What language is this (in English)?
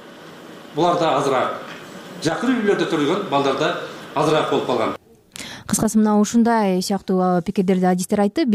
Kyrgyz